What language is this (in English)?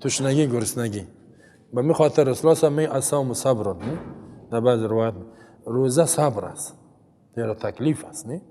Persian